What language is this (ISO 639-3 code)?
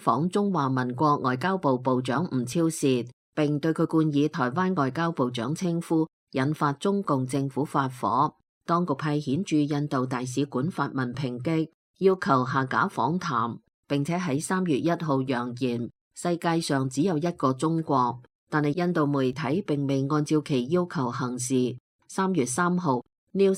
yue